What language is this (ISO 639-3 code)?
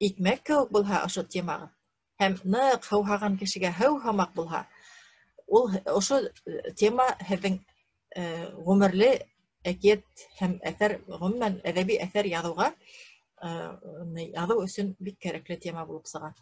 bak